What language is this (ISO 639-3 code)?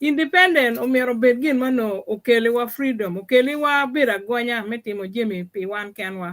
ach